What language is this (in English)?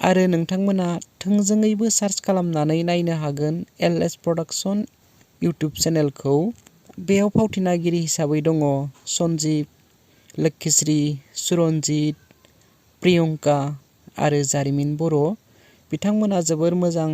Bodo